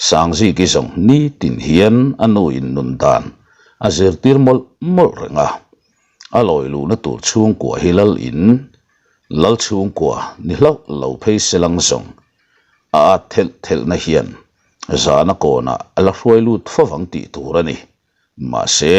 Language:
Mizo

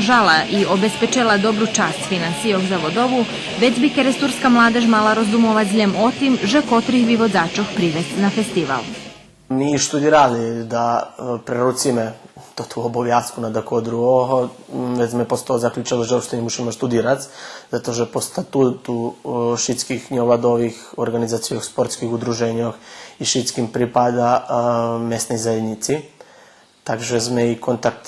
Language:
Rusyn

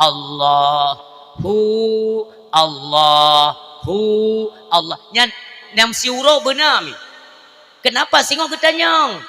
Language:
Achinese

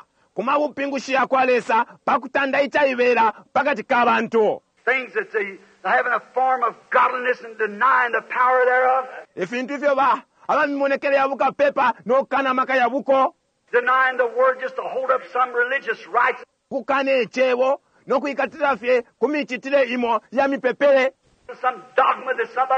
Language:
Bemba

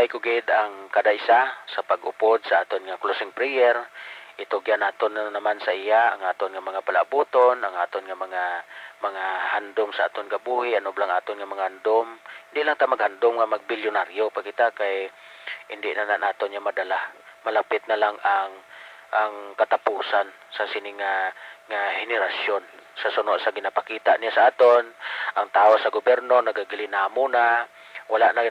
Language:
Hiligaynon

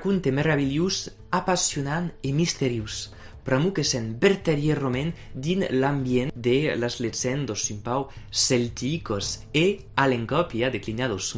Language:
Occitan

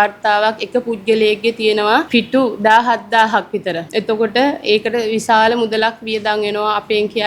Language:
Sinhala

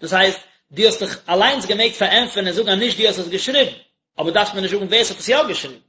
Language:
Yiddish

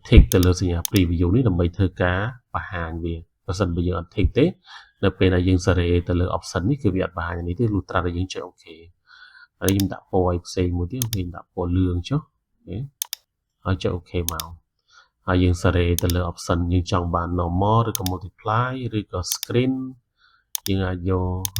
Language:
Khmer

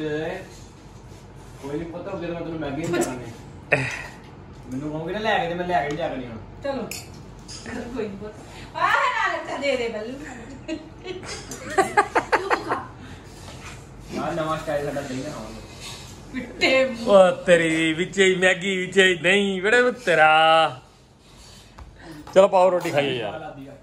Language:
Punjabi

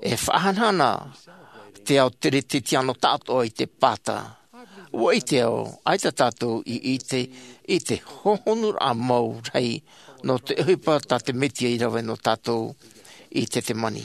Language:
Tahitian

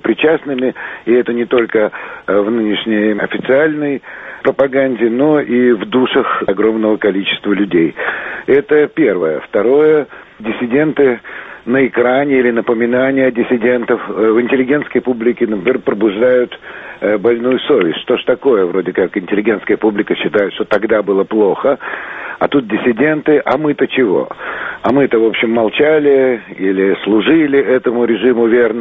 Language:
Russian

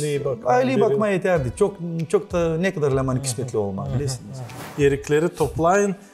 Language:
Gagauz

